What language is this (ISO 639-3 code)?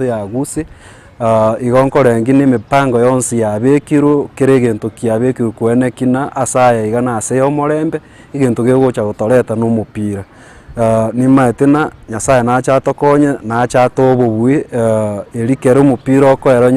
guz